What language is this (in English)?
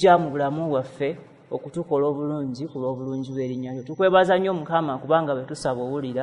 Ganda